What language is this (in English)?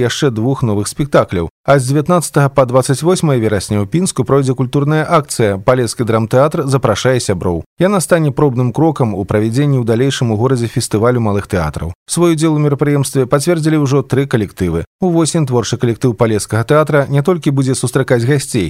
Belarusian